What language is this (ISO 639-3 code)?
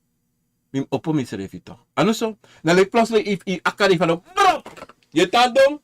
srn